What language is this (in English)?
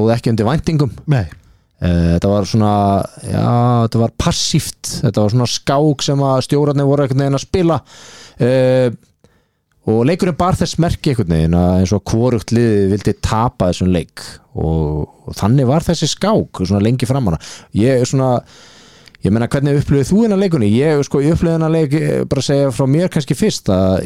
Icelandic